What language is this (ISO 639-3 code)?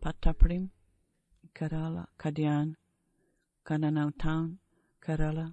bos